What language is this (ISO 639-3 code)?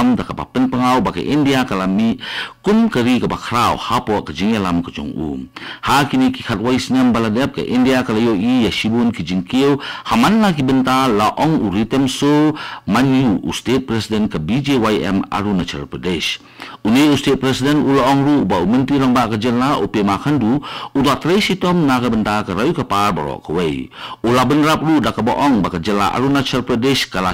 kha